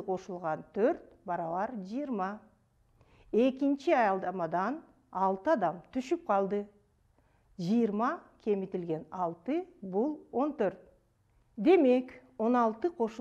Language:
Kyrgyz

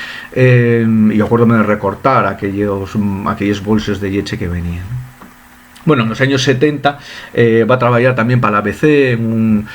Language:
Asturian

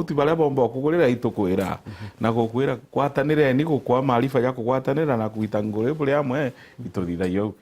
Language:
Meru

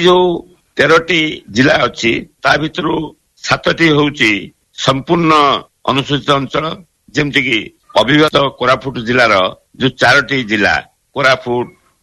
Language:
Odia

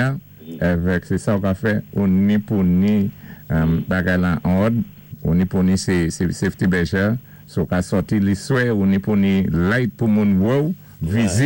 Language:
Saint Lucian Creole French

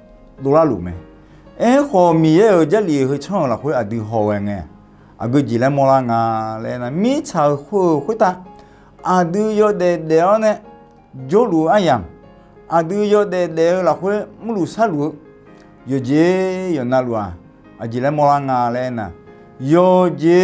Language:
Akha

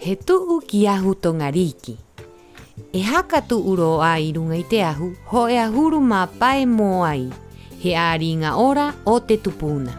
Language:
Rapanui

